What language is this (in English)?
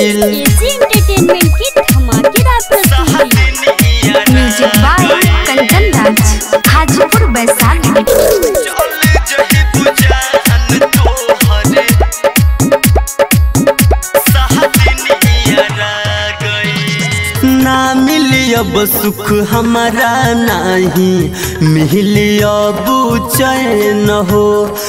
Bhojpuri